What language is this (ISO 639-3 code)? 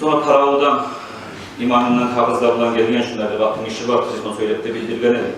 kum